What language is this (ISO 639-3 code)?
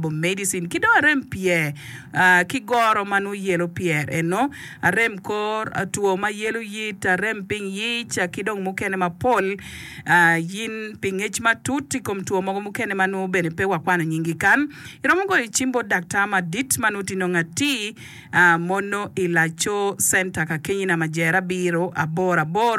ach